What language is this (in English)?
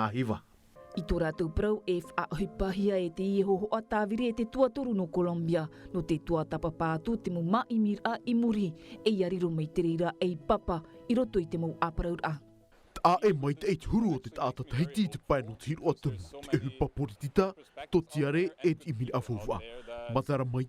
Tahitian